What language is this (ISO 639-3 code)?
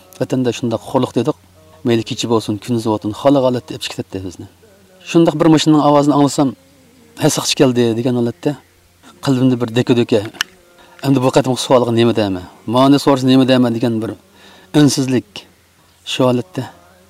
uig